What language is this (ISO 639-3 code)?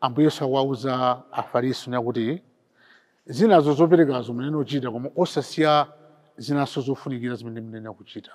nya